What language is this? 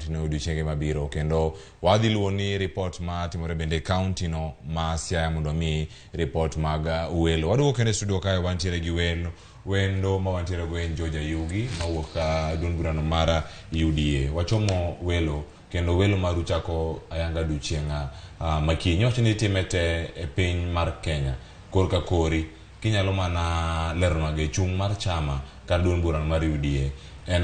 Luo (Kenya and Tanzania)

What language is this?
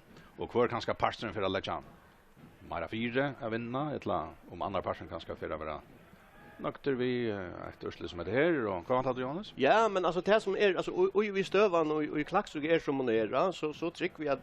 Faroese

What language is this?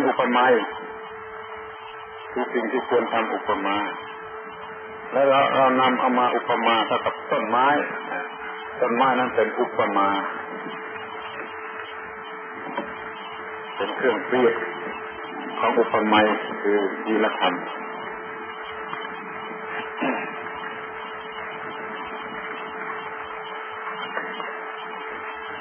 Thai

